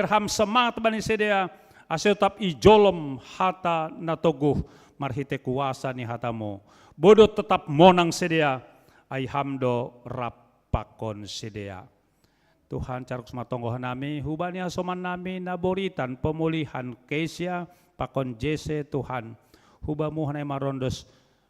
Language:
Batak Simalungun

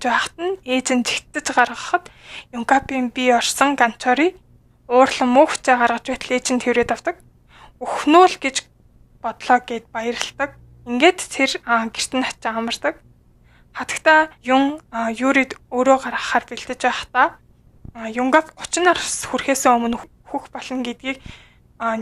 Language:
Mongolian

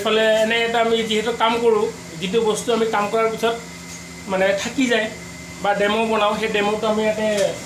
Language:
Assamese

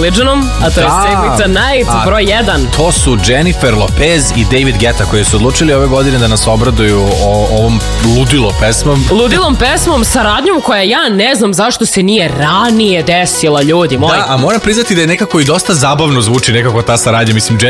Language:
Serbian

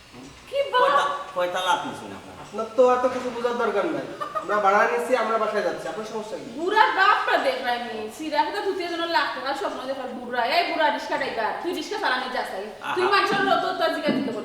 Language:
Sylheti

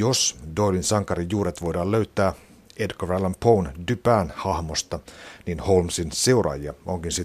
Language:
Finnish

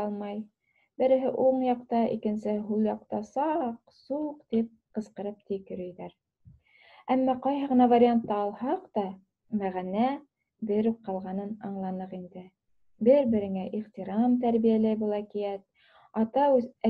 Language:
Bashkir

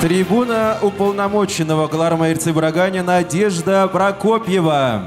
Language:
Chuvash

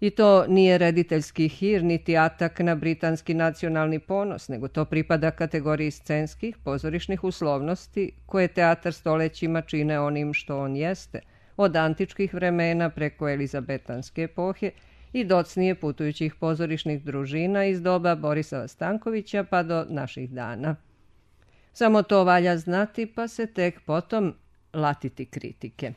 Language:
Serbian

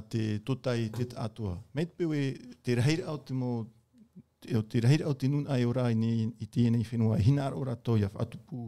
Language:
Tahitian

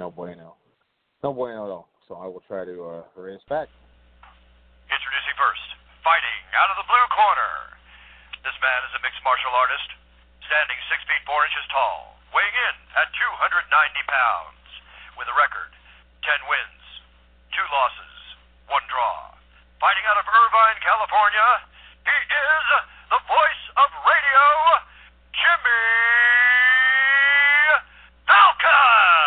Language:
English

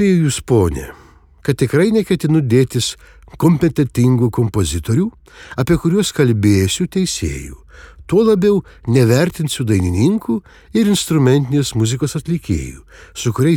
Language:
Lithuanian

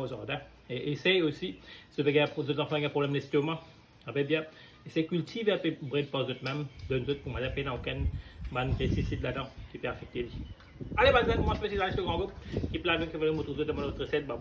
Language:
Morisyen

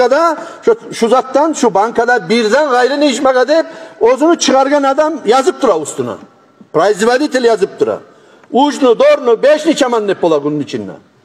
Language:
Kumyk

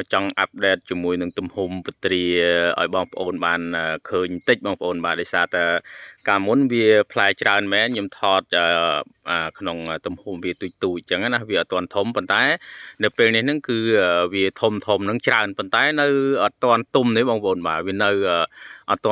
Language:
Khmer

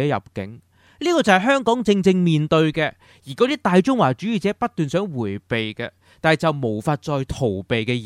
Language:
Cantonese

